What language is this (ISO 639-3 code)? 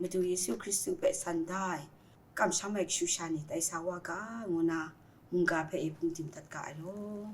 kac